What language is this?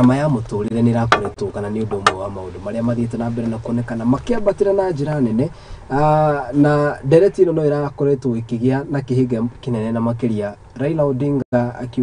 Kikuyu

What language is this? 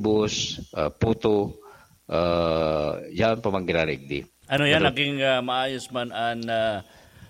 Bikol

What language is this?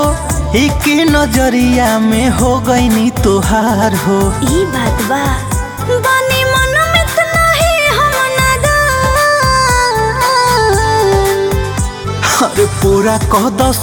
Bhojpuri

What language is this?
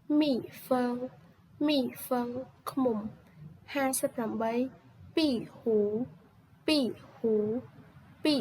Khmer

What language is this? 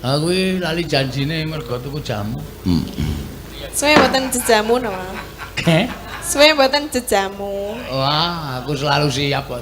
Javanese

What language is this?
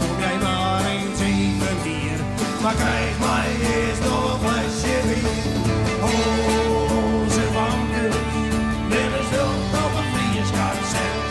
Western Frisian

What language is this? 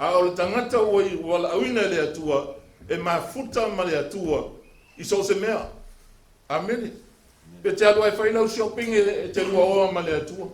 Samoan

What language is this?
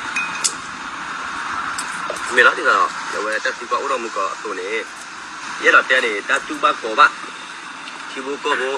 S'gaw Karen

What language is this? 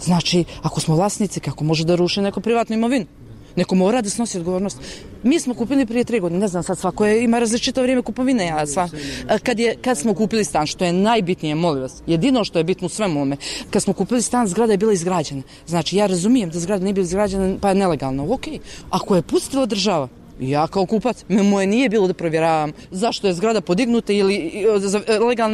Bosnian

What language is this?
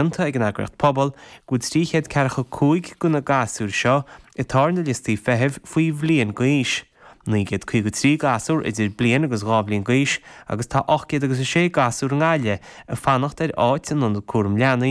Irish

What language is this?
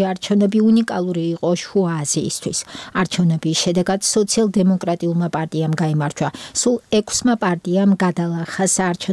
Georgian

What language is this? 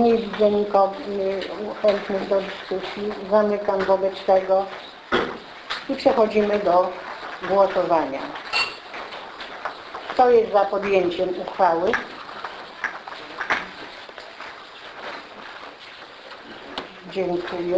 Polish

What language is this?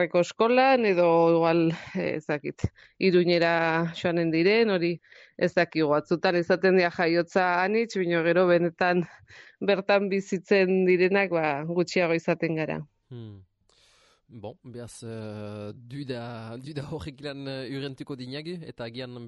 Basque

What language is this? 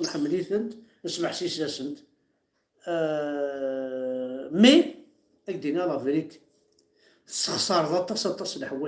Kabyle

